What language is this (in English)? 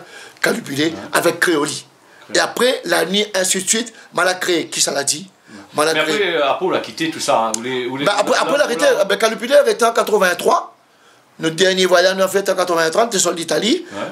Réunion Creole French